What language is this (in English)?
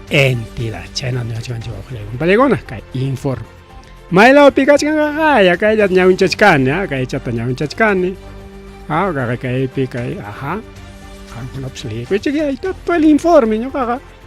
Ayacucho Quechua